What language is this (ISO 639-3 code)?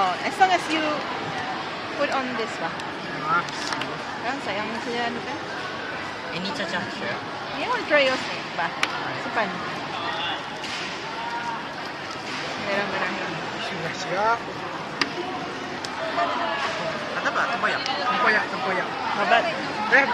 msa